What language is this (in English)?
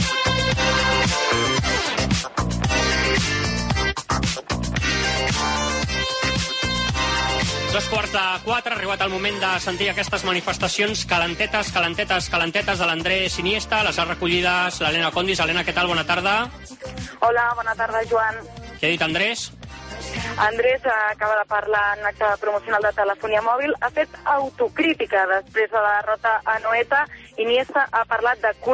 Catalan